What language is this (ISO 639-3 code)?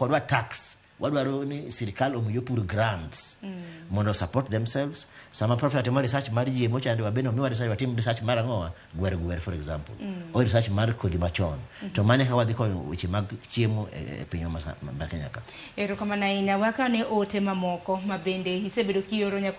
luo